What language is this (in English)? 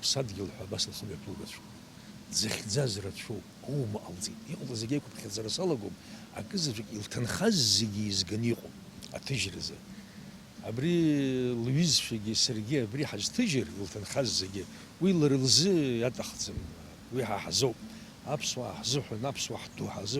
Abkhazian